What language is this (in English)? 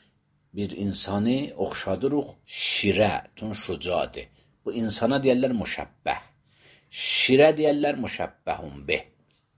Azerbaijani